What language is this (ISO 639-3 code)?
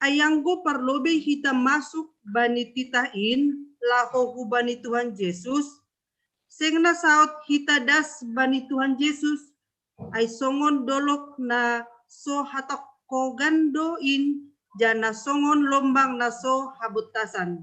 bts